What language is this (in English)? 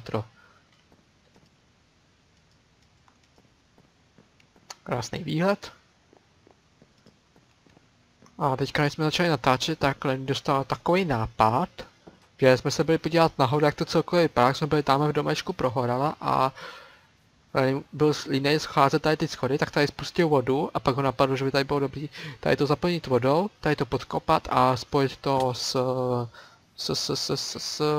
Czech